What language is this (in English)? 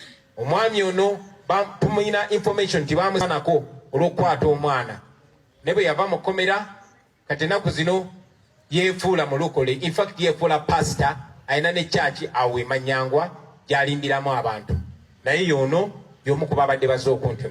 Ganda